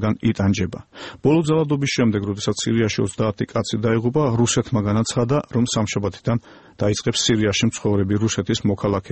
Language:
Georgian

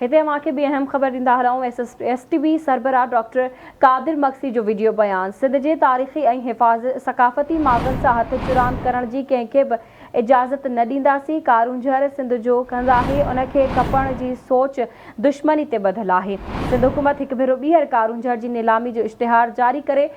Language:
Sindhi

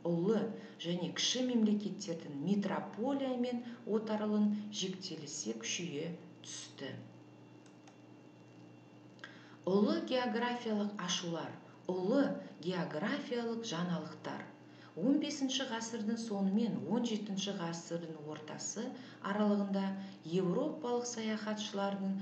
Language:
Kazakh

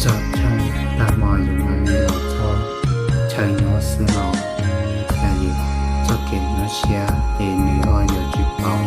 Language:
Hmong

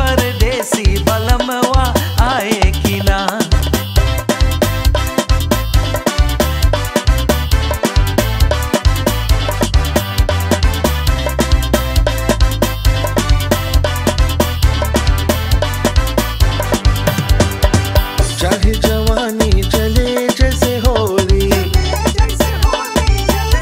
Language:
Bhojpuri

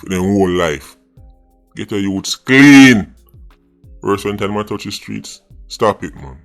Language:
Jamaican Creole English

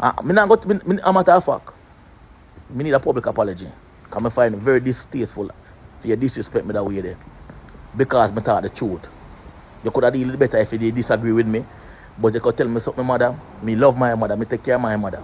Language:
Jamaican Creole English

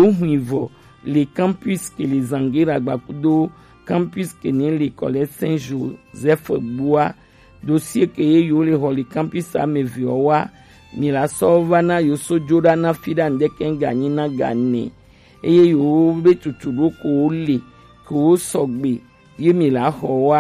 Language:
Gen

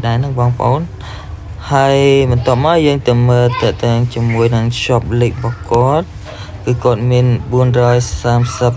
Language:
Khmer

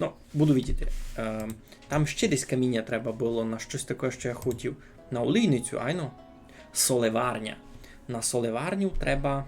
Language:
Rusyn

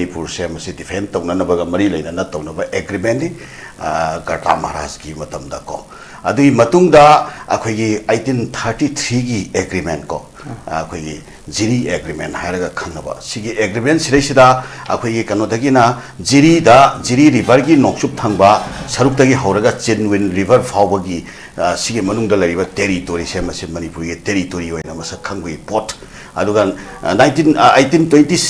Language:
Manipuri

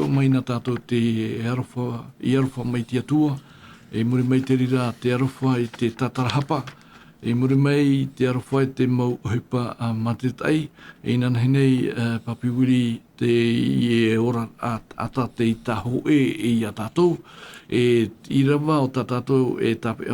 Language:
Tahitian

